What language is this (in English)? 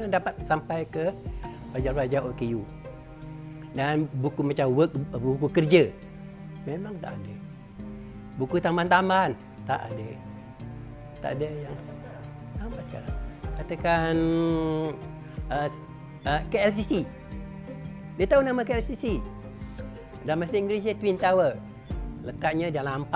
Malay